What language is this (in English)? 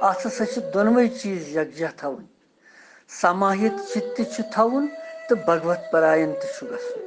Kashmiri